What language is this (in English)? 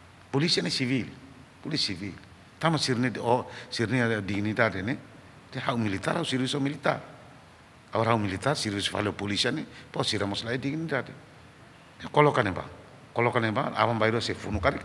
Tetum